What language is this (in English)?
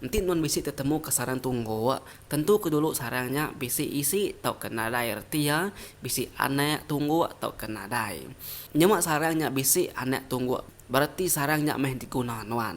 Iban